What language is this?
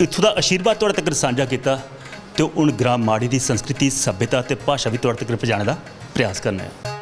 Dogri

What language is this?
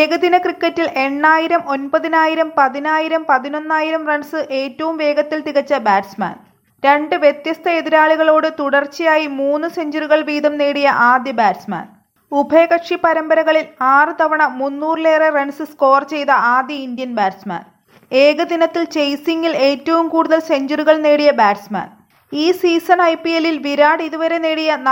Malayalam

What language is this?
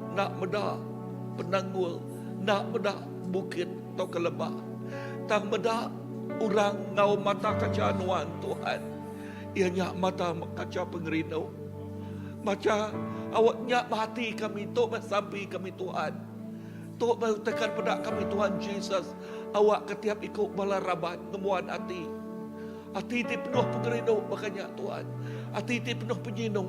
Iban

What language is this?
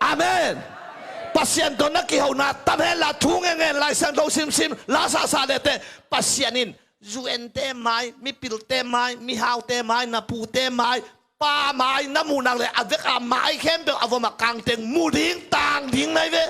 Tedim Chin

